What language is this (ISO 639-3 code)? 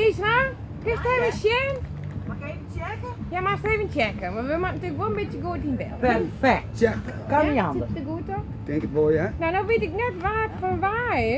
fry